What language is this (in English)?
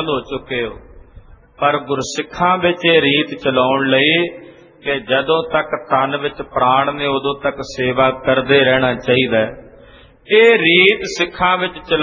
Punjabi